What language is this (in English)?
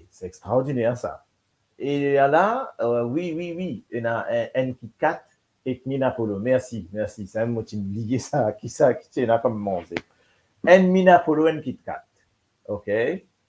Morisyen